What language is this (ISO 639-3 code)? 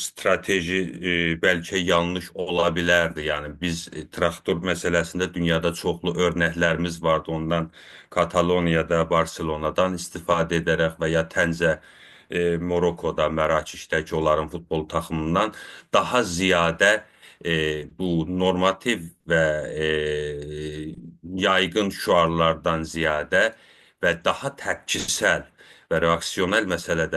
azb